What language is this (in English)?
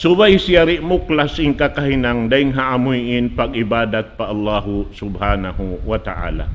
Tausug